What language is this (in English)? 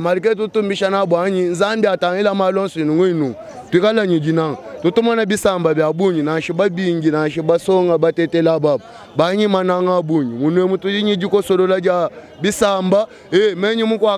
Luba-Lulua